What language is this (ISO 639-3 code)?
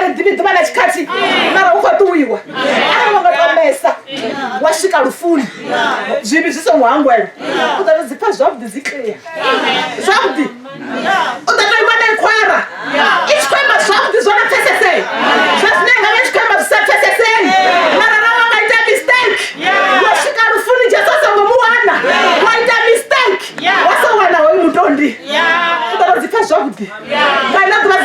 ven